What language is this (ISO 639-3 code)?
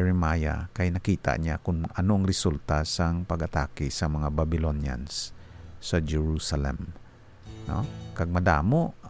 hil